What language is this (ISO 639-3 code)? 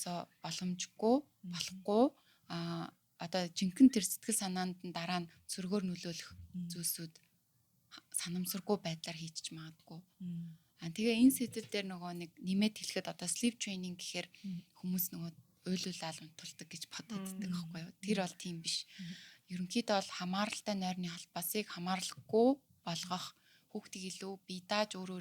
mon